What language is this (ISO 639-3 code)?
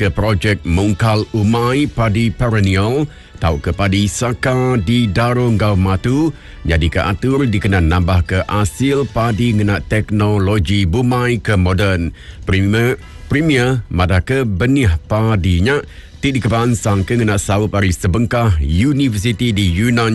iba